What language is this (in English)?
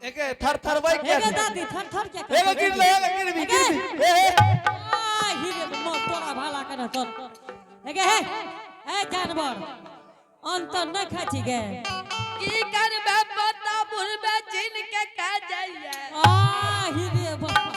Angika